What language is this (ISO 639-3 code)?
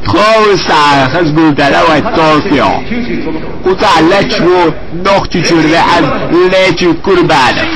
che